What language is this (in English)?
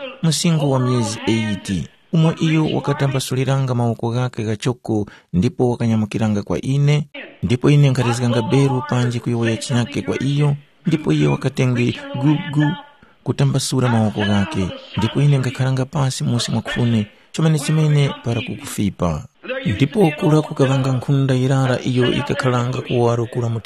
Tumbuka